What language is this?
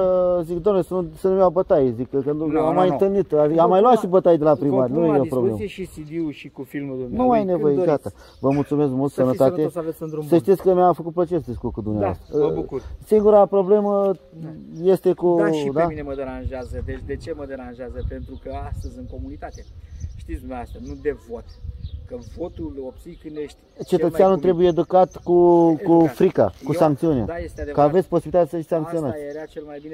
Romanian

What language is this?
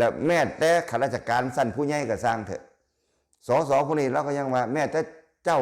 Lao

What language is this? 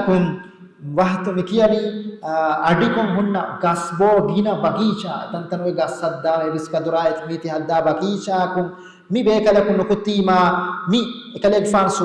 Divehi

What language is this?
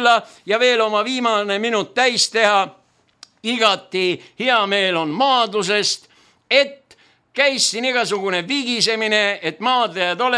Estonian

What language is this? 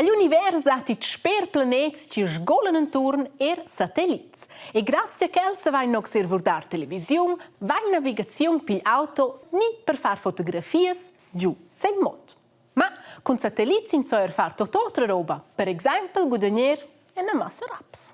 Romansh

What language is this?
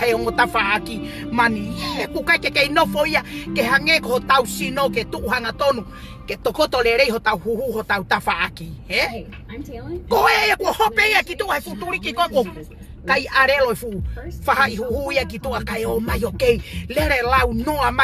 Tongan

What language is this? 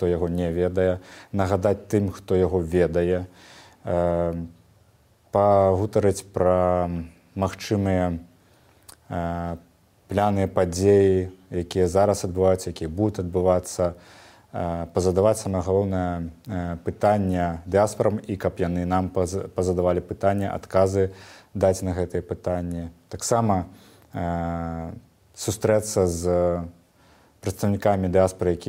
Belarusian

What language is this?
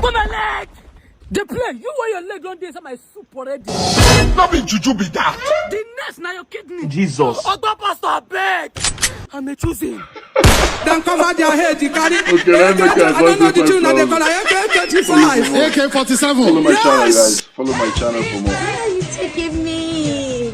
Nigerian Pidgin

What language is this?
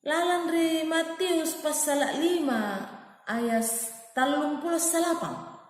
Makasar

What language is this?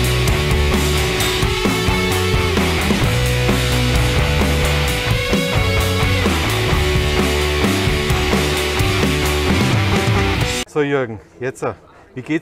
German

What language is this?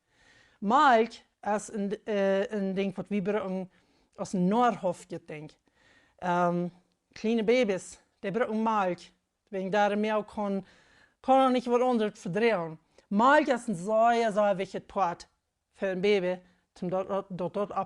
Plautdietsch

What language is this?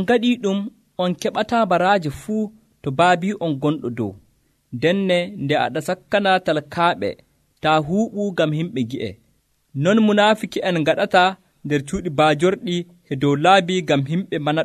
Nigerian Fulfulde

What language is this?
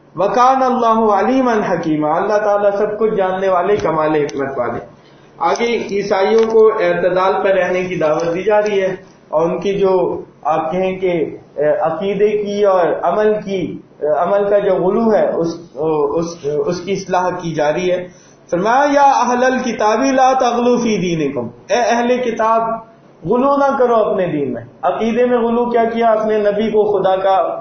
Urdu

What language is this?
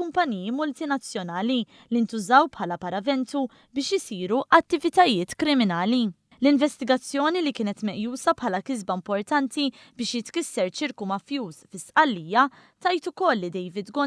Maltese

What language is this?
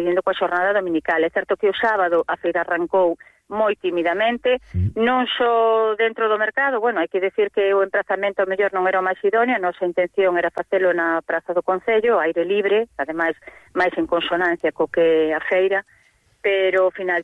Galician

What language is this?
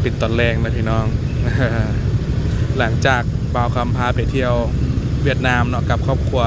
Lao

